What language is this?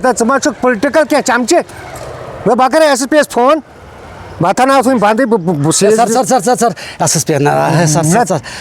Kashmiri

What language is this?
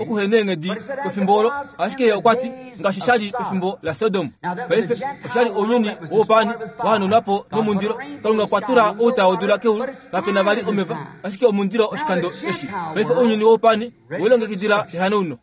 Kuanyama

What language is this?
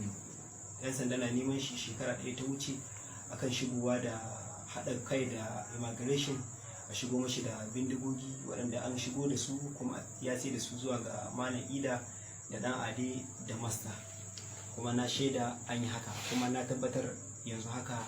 Hausa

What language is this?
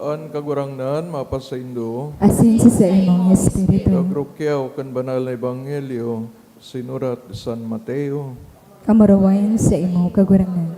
Bikol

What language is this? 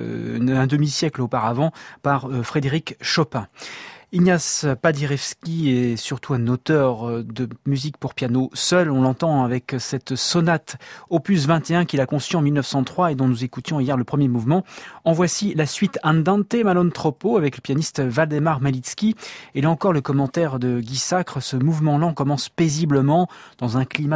French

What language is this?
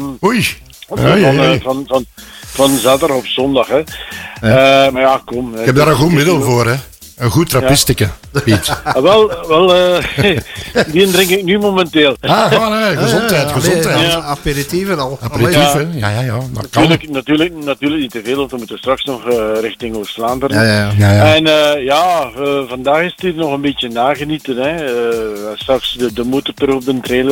Dutch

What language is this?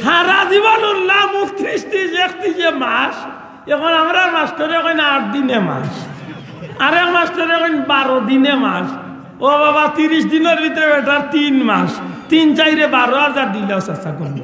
Sylheti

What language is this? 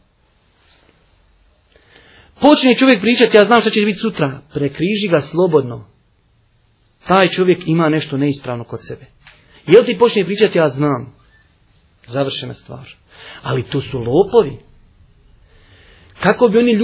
Bosnian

